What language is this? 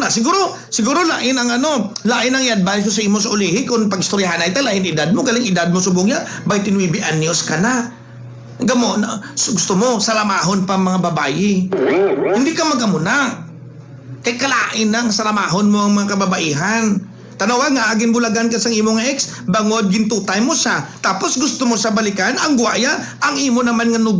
Hiligaynon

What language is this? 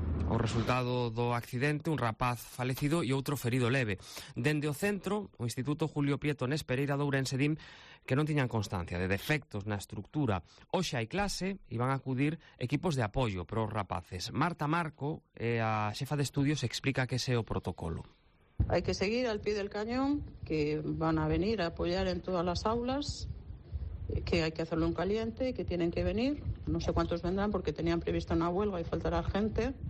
Galician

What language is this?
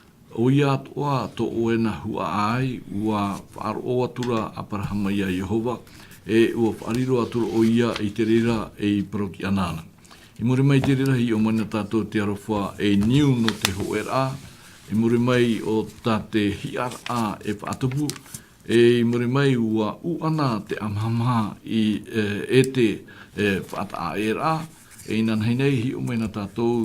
Tahitian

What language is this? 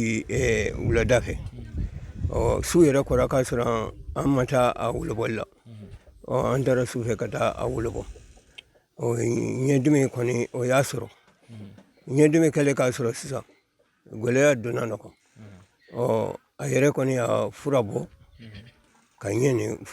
Bambara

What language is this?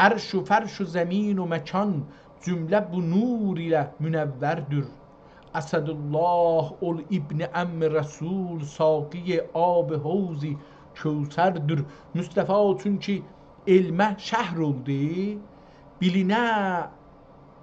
South Azerbaijani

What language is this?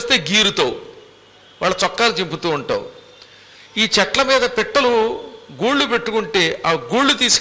Telugu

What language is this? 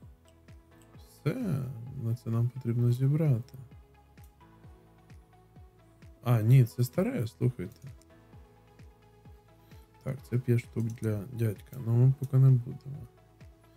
Ukrainian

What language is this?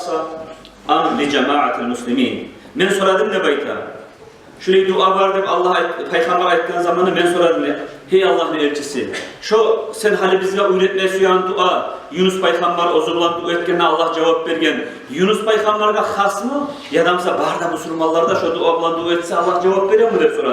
Kumyk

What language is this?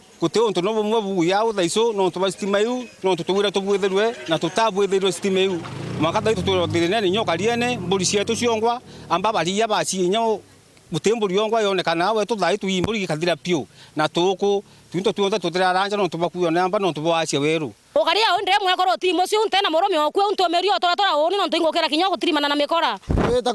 Meru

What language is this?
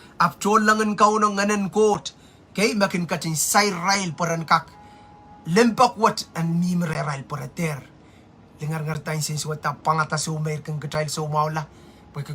Pohnpeian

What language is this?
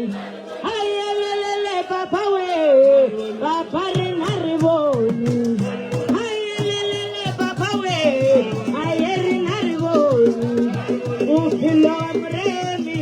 Northern Sotho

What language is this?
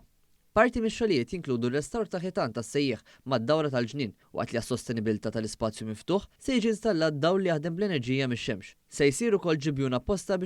Maltese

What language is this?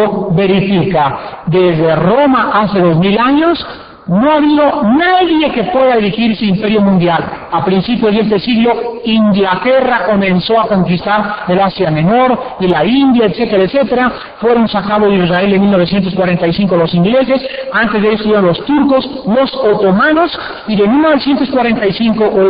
Spanish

